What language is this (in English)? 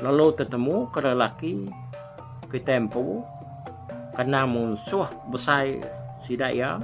Iban